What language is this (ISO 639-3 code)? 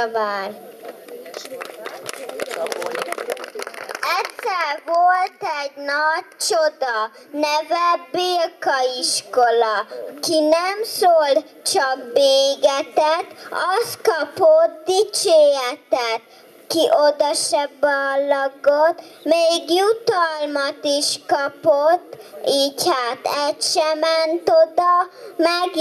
hun